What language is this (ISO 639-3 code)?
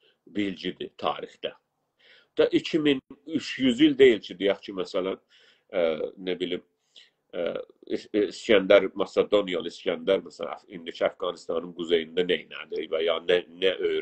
azb